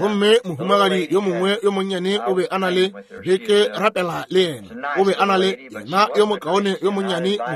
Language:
Northern Sotho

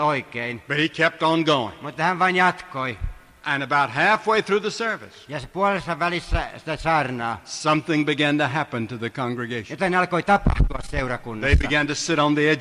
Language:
Finnish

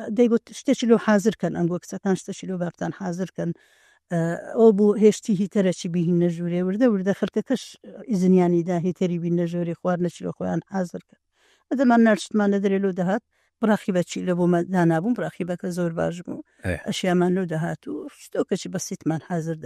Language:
Central Kurdish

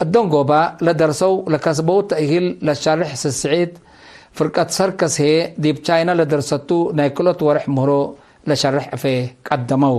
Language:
Tigre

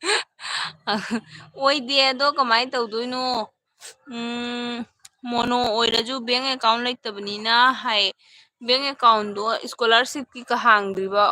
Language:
Manipuri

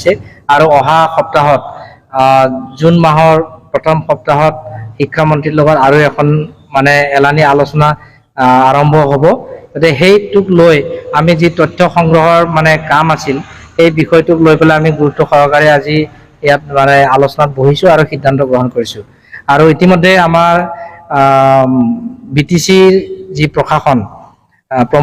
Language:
Assamese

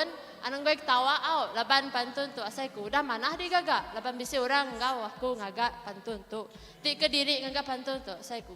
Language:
Iban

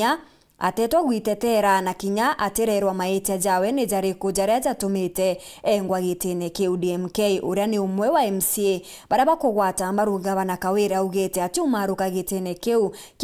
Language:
Meru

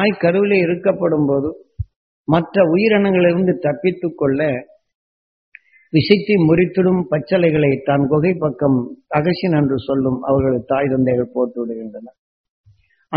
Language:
Tamil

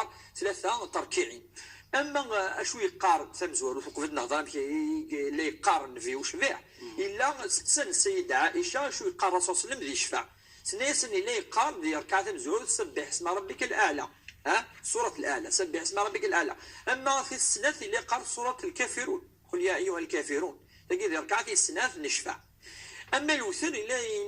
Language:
Kabyle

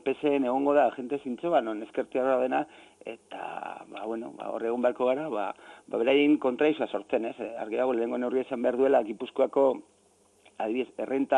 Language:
Basque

